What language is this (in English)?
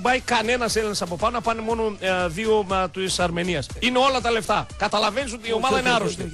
Greek